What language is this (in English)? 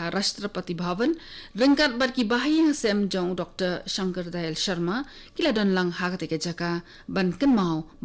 Khasi